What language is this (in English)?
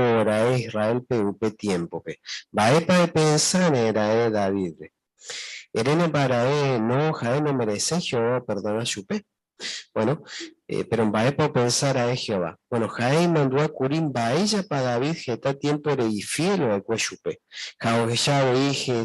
Guarani